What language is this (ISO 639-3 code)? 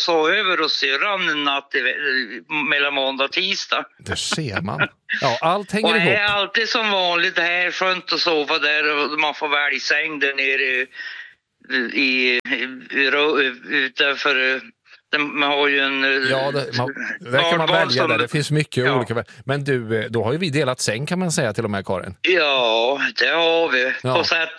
swe